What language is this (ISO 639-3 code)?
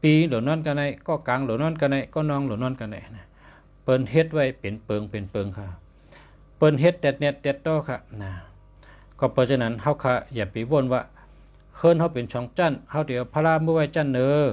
shn